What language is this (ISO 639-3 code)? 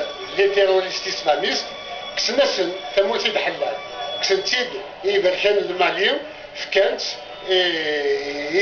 kab